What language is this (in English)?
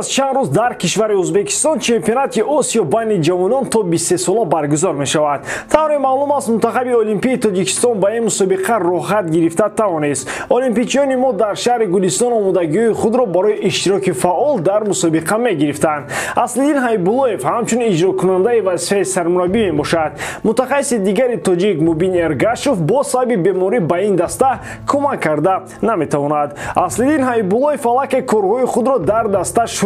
Tajik